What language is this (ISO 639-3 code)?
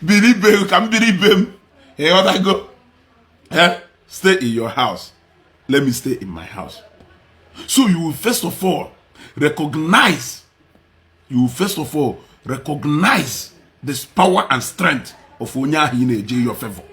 ibo